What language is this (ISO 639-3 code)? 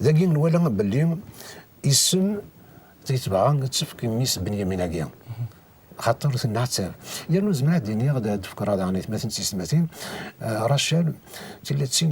kab